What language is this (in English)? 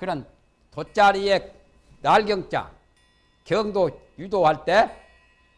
Korean